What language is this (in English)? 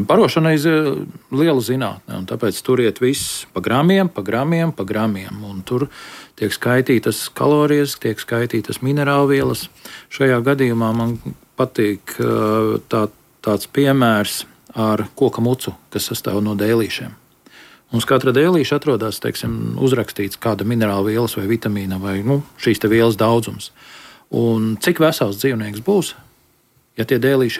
Latvian